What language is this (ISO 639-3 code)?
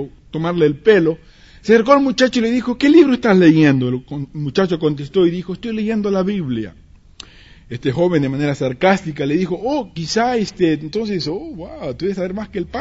spa